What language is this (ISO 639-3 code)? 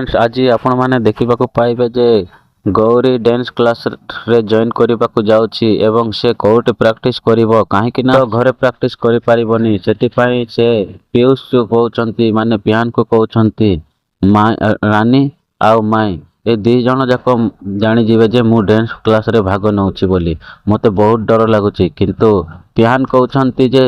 ori